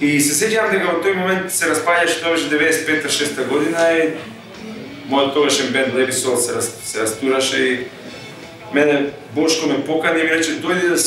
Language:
Macedonian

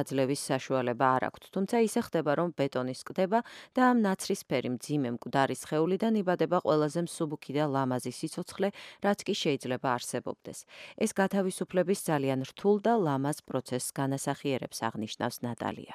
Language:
Georgian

